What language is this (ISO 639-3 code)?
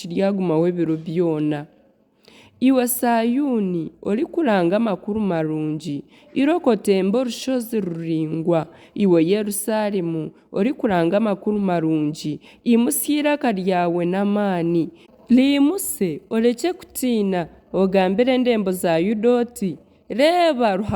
nyn